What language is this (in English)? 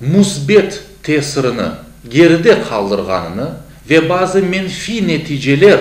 Crimean Tatar